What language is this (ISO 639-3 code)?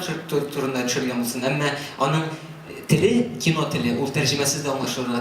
tat